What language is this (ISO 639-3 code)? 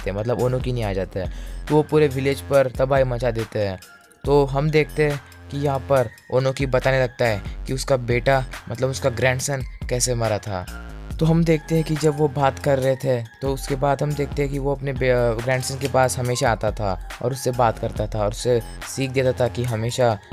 hin